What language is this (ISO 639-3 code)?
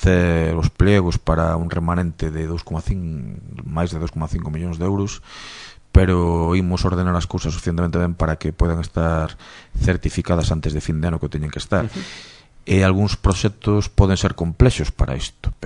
glg